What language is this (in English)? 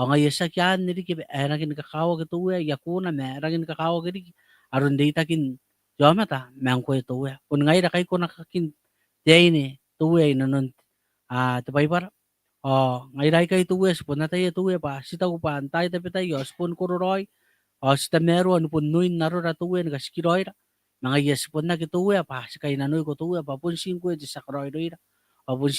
Gilbertese